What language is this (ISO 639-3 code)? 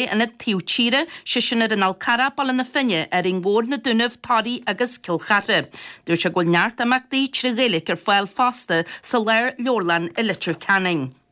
gle